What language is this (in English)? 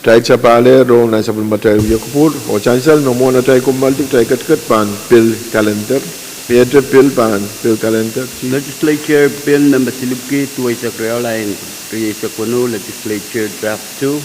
Pohnpeian